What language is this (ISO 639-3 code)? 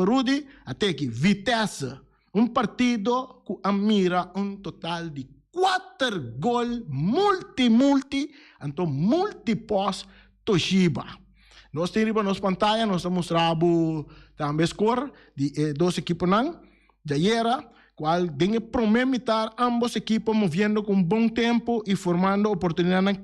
pap